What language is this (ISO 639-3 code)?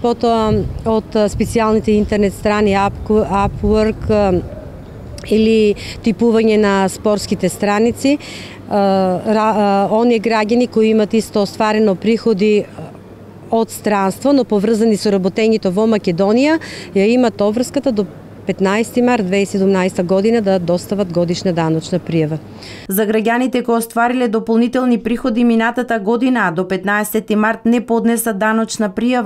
mkd